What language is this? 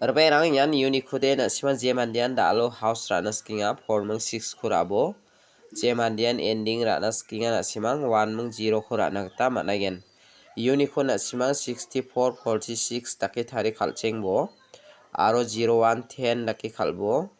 Garo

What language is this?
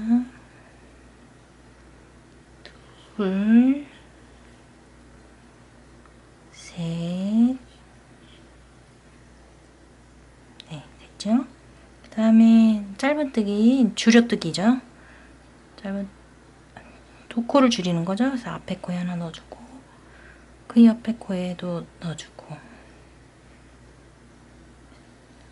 Korean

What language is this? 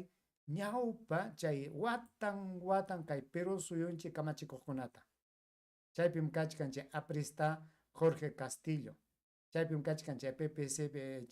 Ayacucho Quechua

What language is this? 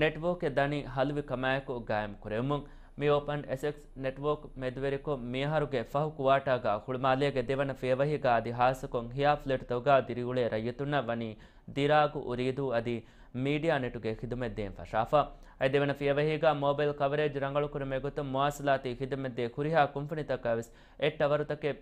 Divehi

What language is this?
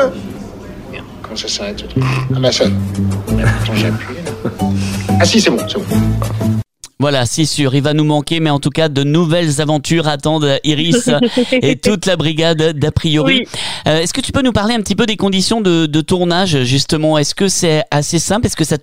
French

